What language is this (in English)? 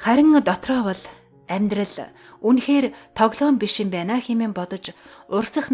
Mongolian